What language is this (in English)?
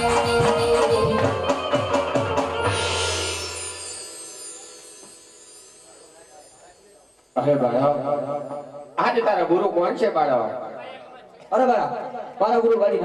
Gujarati